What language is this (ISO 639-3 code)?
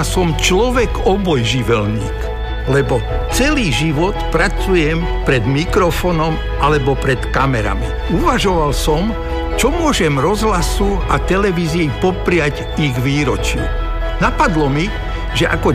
slk